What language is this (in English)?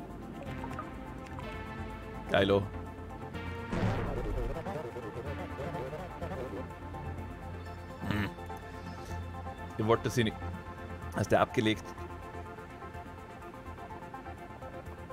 German